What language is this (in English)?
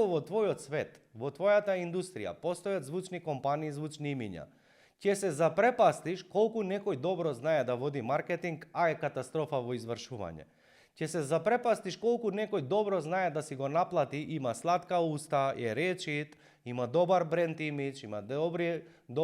Macedonian